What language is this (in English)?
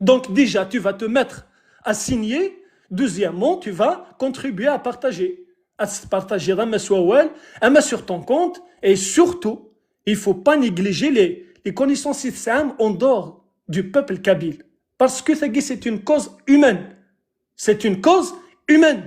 Kabyle